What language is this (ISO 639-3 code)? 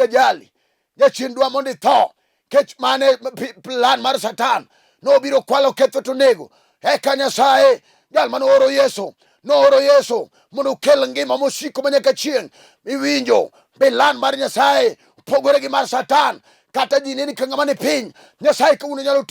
luo